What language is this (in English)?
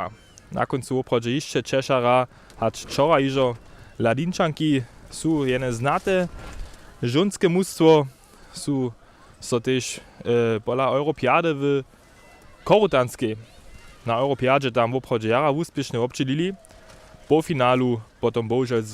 Upper Sorbian